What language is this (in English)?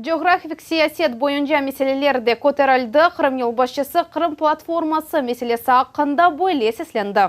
Crimean Tatar